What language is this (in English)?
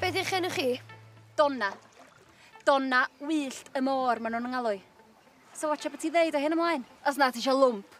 Welsh